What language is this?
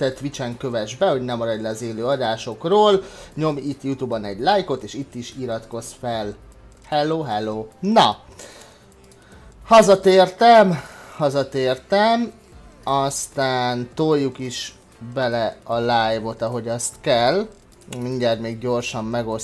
Hungarian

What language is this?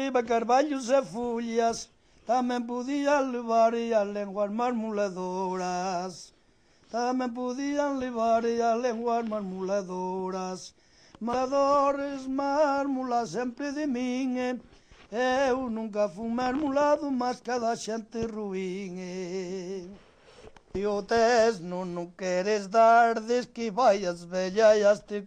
Galician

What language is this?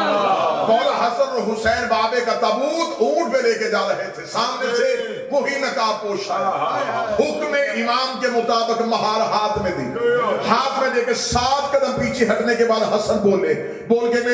Urdu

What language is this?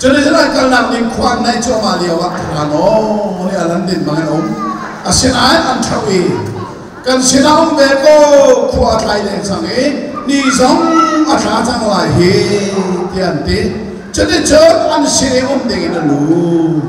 Hakha Chin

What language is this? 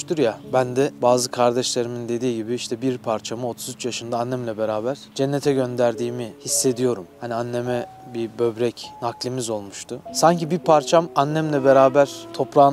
Turkish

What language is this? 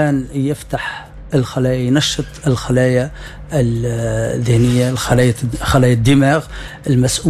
Tunisian Arabic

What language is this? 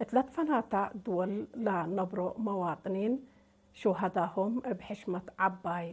Tigre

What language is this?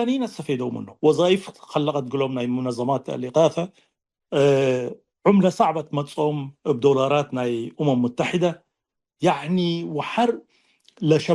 Tigre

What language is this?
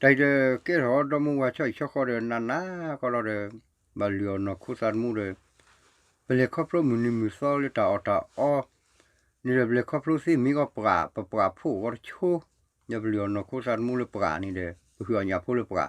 S'gaw Karen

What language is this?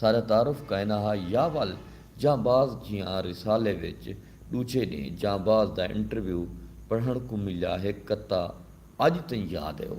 Saraiki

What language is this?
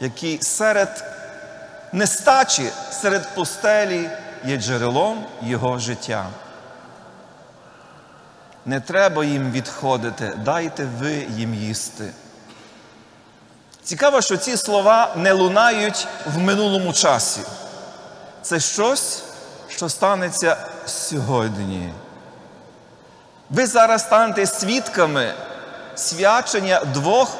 Ukrainian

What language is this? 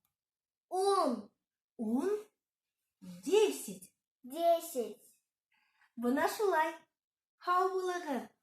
Bashkir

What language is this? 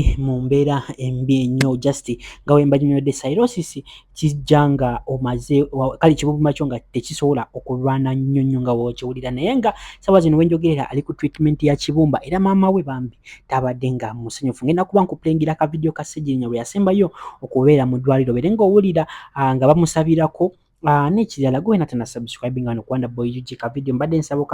Ganda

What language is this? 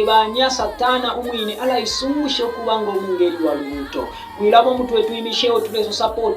Bemba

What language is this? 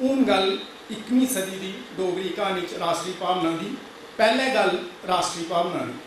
Dogri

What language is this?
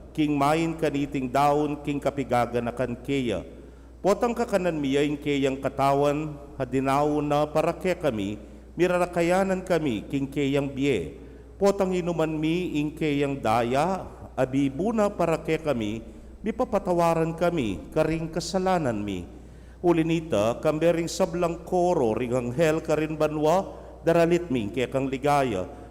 Pampanga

